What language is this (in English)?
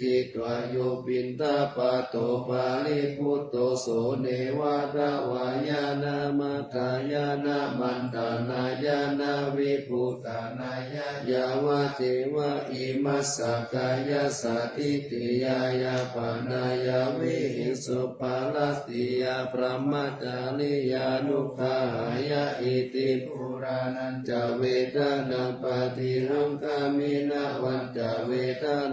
Pali